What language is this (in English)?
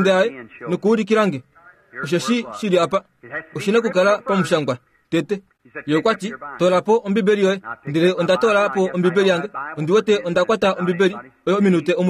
Kuanyama